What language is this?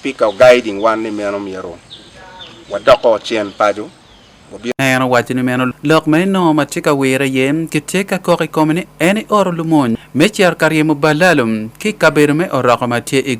Acoli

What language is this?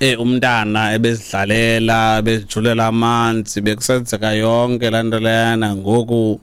Xhosa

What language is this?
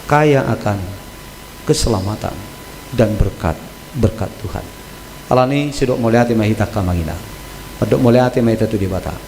Batak Toba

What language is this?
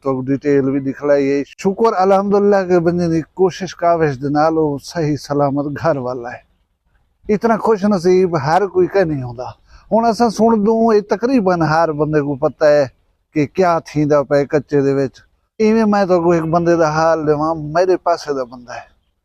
Saraiki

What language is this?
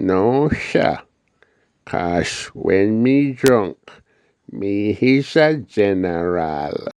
Jamaican Creole English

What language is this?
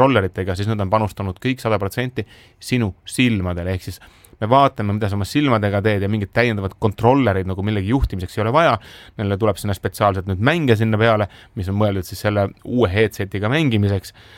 Estonian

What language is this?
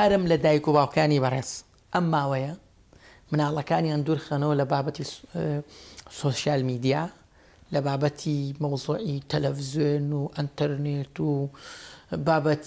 Central Kurdish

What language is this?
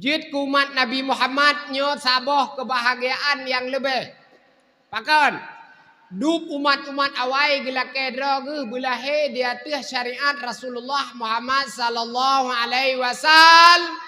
Achinese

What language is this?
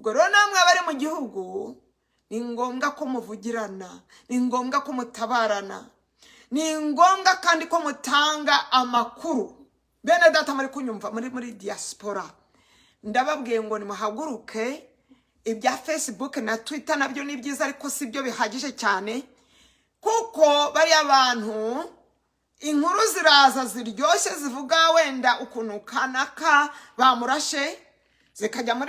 Kinyarwanda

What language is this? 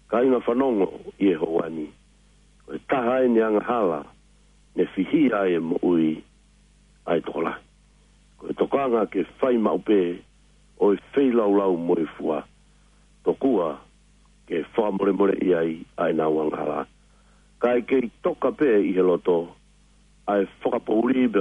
Tongan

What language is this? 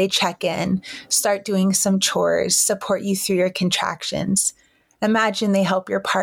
English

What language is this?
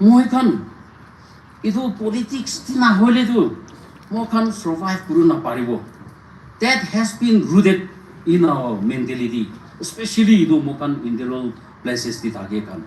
Naga Pidgin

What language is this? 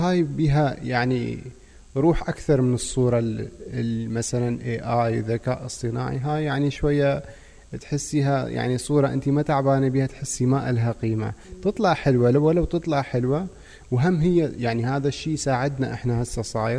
Mesopotamian Arabic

